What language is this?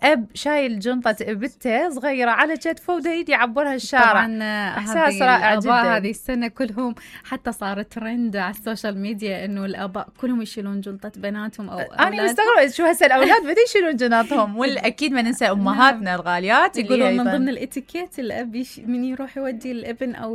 Mesopotamian Arabic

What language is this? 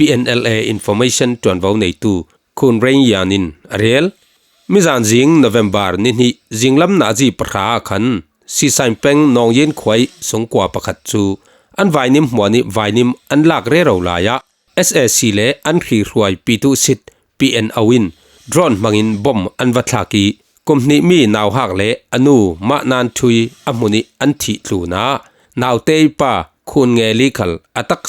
Falam Chin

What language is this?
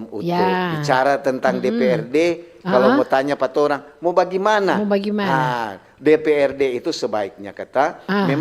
Manado Malay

